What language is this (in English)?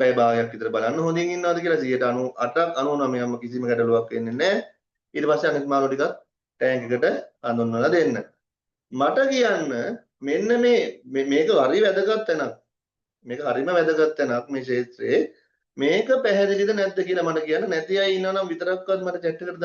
Sinhala